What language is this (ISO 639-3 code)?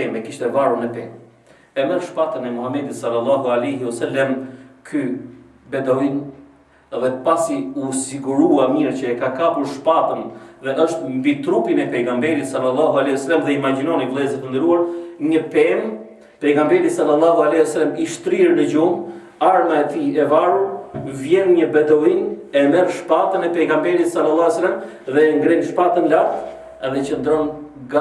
sqi